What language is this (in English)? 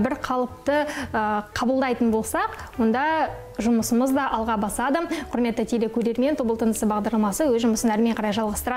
Kazakh